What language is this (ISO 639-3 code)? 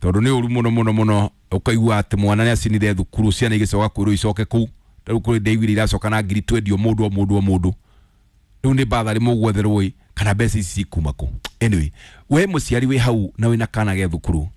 kik